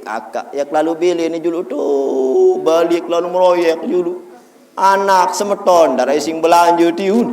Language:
Sasak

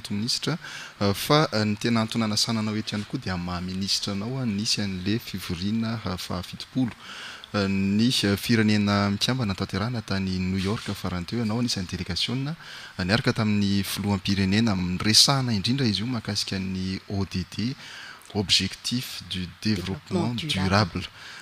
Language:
Malagasy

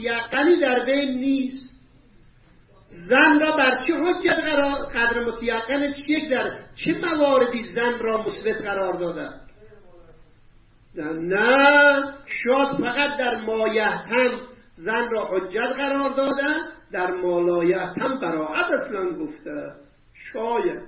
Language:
Persian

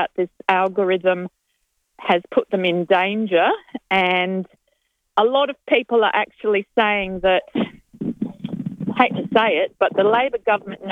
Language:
English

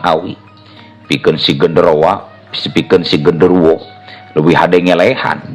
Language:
Sundanese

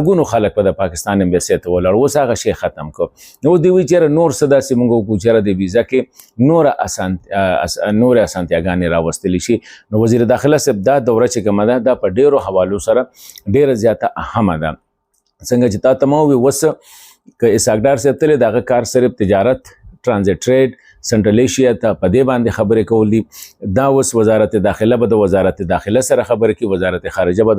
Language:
Pashto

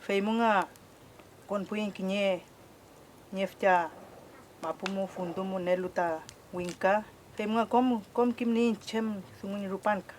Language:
Mapuche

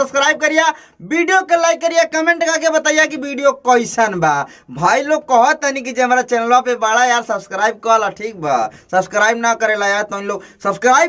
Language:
Bhojpuri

